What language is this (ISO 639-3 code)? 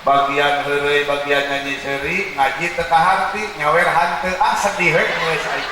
sun